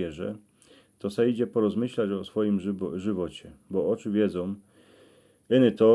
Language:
Silesian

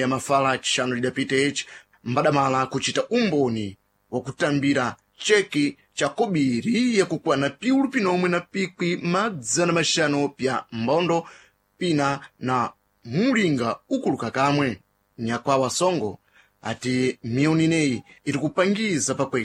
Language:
Sena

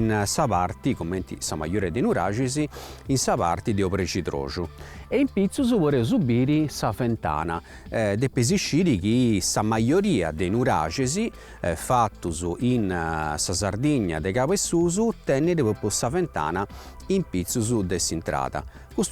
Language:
Sardinian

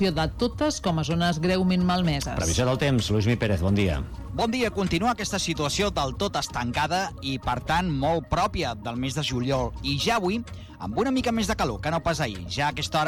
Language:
Catalan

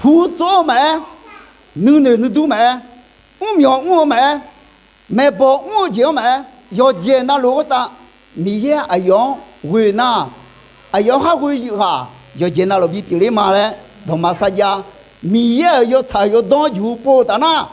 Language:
Akha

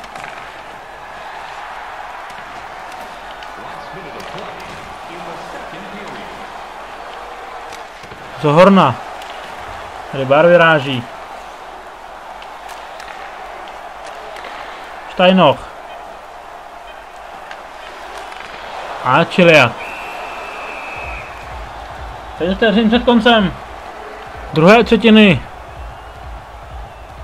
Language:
Czech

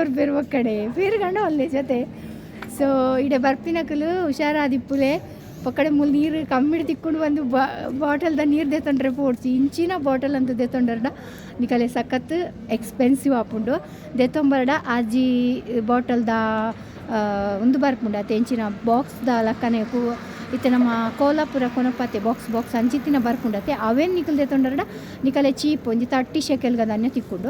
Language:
Tulu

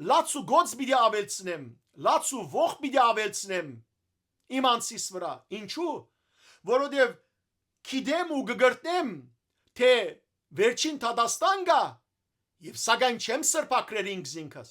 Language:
Western Armenian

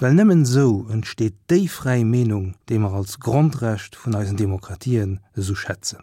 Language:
Luxembourgish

